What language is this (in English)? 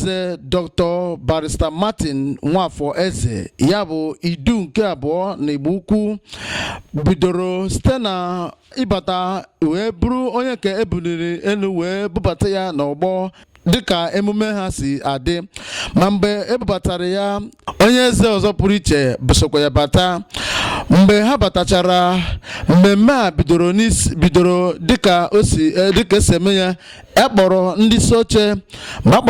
Igbo